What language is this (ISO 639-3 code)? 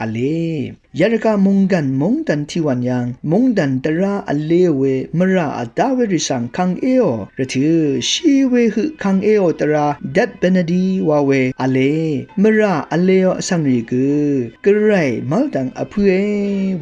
raw